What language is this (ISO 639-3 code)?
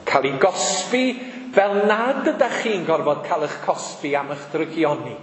cym